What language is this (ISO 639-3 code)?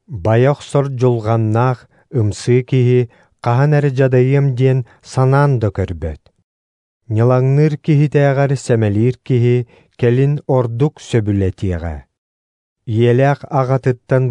sah